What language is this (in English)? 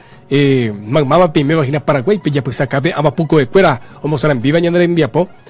Guarani